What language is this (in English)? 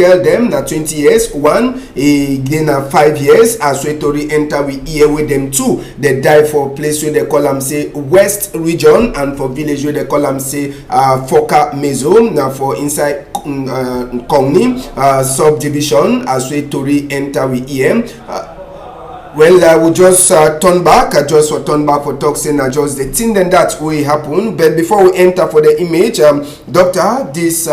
Cameroon Pidgin